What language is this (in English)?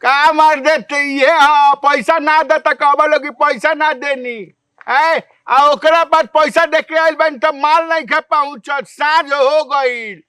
Bhojpuri